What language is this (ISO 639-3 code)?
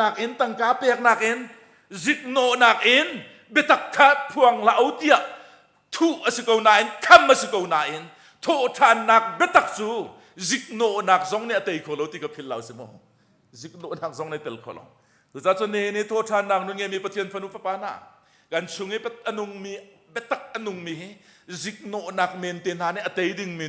cnh